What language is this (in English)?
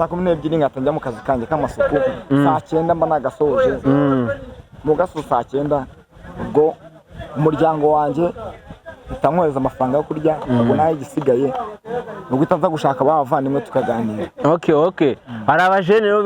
Kinyarwanda